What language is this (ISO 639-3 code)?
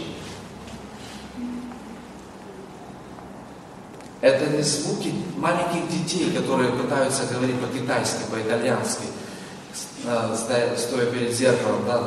rus